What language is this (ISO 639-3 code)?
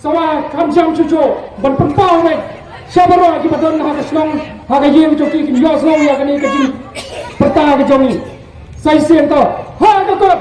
kha